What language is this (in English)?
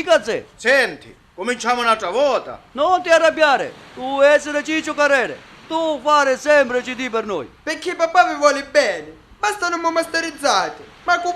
Sicilian